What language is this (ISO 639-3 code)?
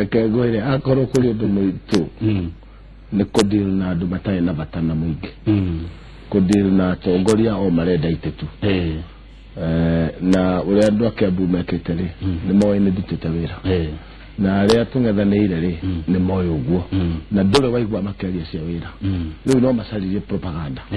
kik